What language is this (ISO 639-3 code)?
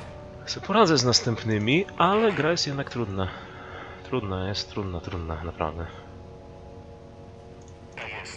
pol